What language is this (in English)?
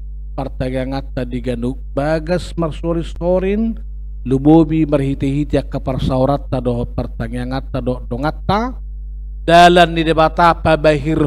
Batak Toba